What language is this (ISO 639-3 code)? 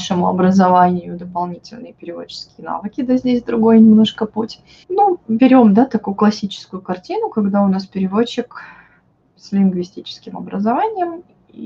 rus